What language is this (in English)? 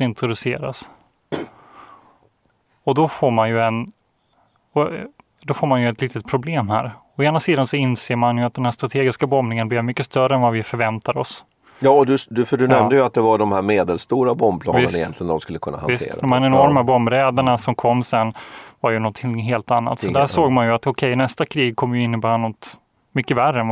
Swedish